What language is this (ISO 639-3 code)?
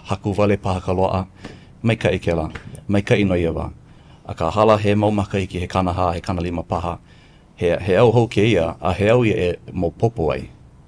haw